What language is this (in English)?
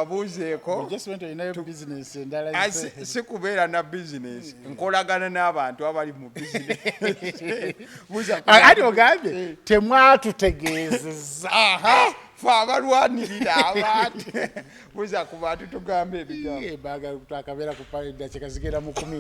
Ganda